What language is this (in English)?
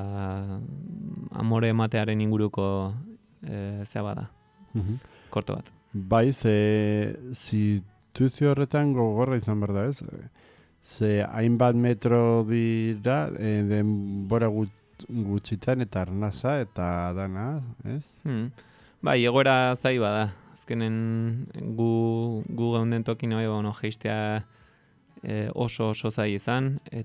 Basque